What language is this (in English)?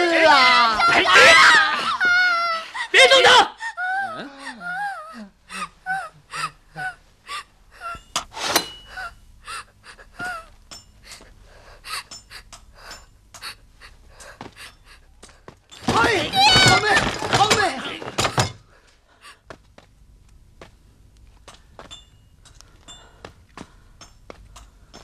Chinese